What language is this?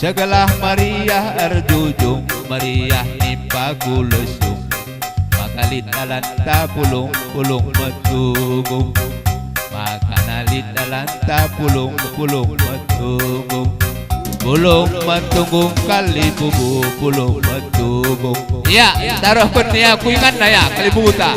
Batak Karo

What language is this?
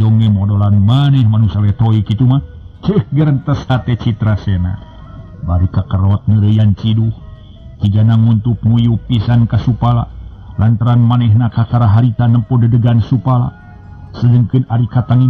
Sundanese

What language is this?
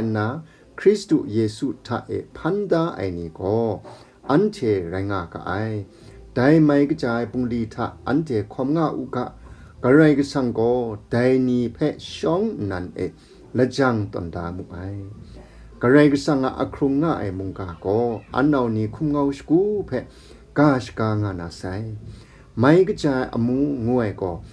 Kachin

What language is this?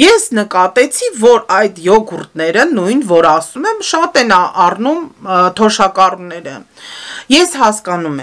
Armenian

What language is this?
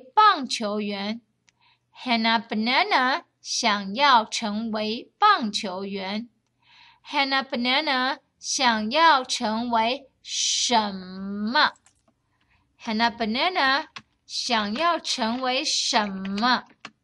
Chinese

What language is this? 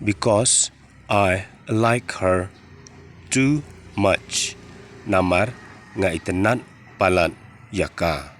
Khasi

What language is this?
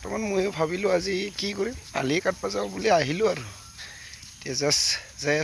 Assamese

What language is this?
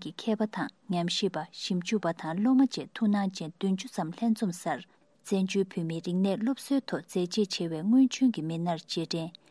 Tibetan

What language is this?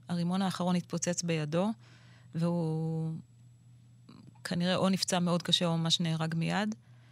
Hebrew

